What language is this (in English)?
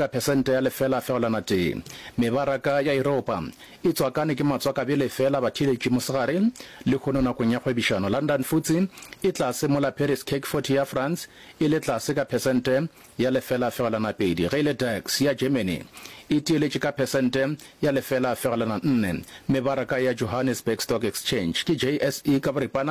Northern Sotho